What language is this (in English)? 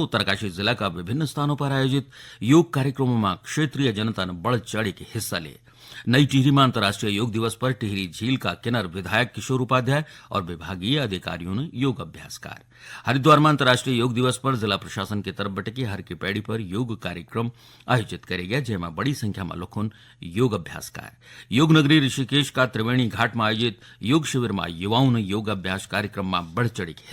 Garhwali